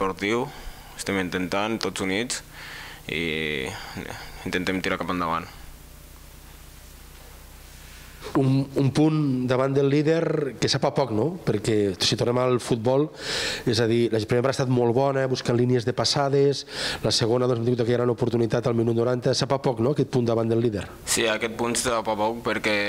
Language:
Catalan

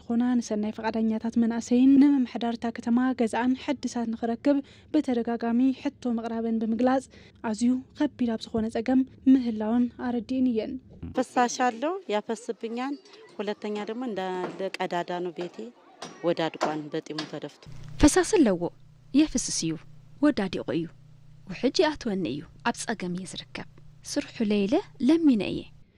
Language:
Tigrinya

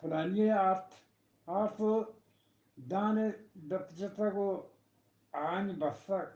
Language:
Eastern Balochi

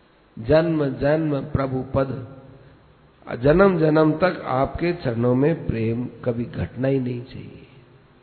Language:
Hindi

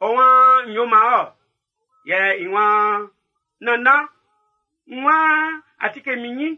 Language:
Baoulé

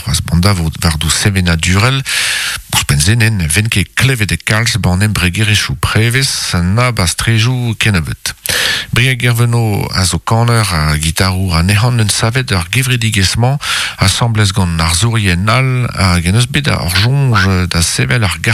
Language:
Breton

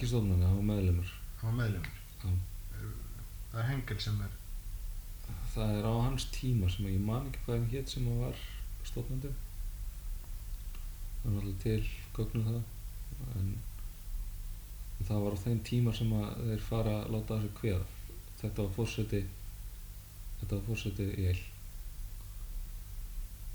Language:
Icelandic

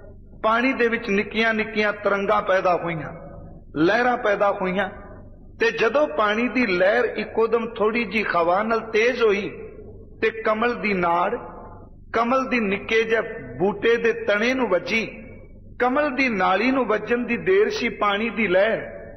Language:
Punjabi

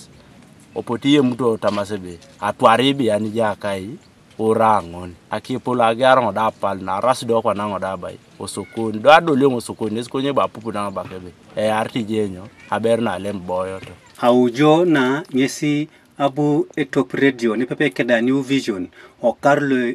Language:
Teso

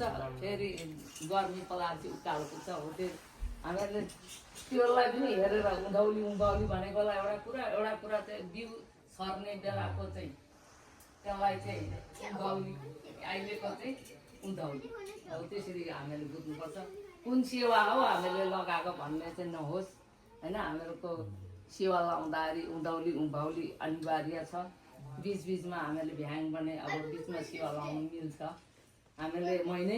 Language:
Nepali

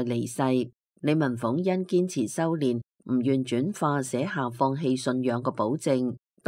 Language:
Cantonese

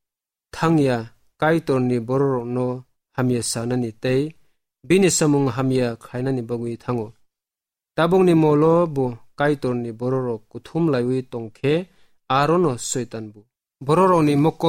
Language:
Kok Borok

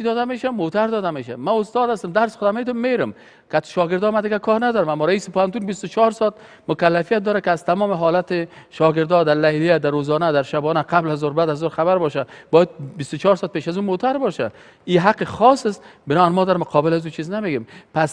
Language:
Persian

